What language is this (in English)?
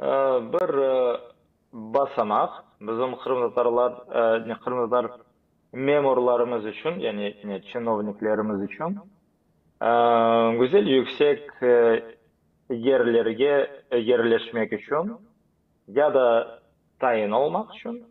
Crimean Tatar